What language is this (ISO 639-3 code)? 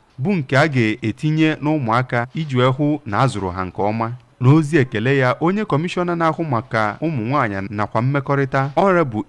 ibo